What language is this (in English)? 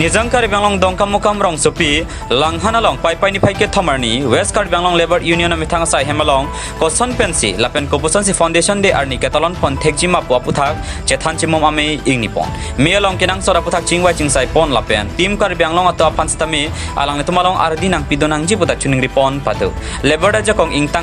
Karbi